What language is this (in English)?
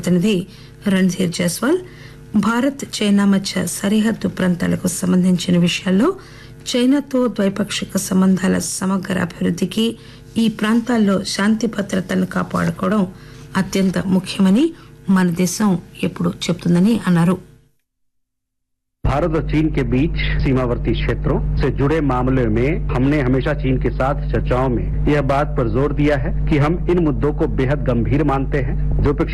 Telugu